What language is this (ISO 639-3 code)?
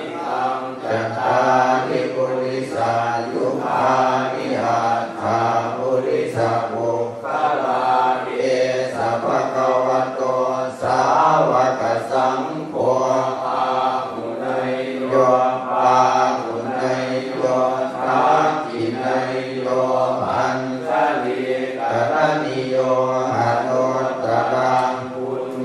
pli